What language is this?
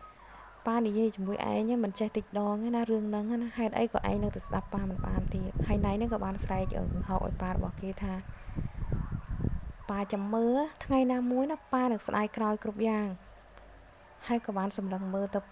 Khmer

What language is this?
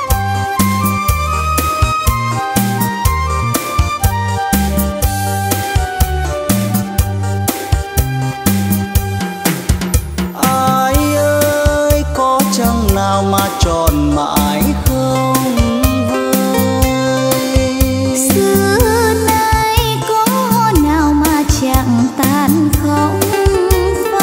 Vietnamese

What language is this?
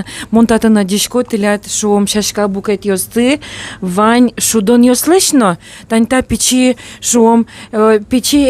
Udmurt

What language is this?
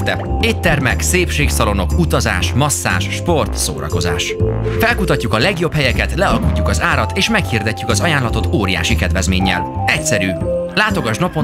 Hungarian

